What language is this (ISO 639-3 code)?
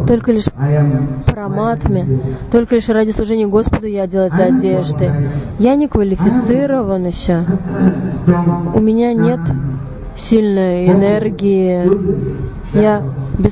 rus